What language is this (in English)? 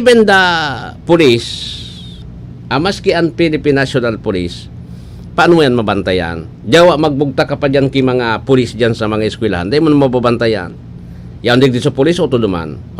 Bikol